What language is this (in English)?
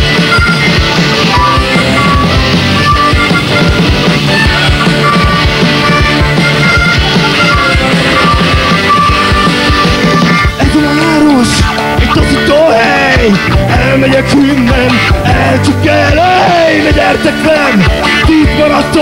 Hungarian